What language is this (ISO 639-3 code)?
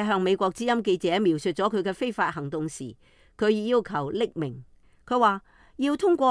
yue